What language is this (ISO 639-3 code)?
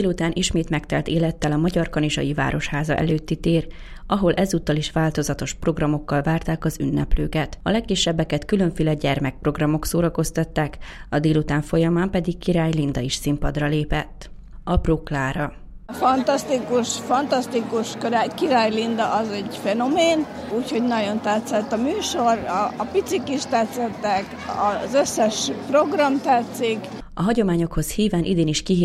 hun